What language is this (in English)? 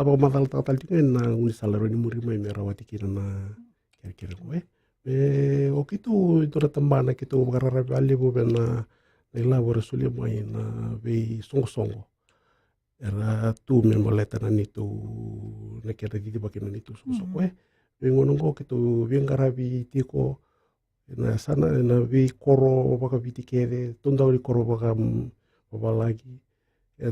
Fijian